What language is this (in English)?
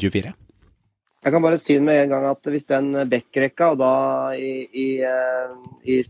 Norwegian